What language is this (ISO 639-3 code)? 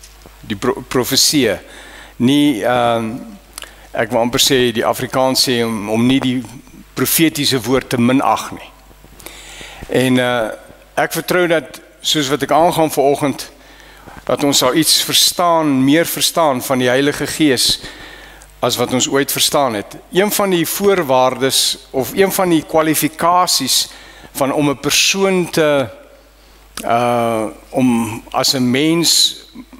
afr